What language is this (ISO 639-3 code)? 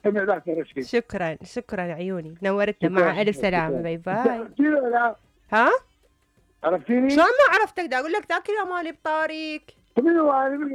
acm